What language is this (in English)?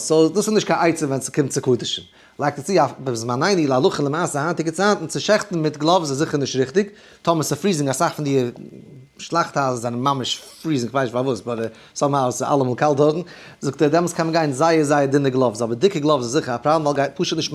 Yiddish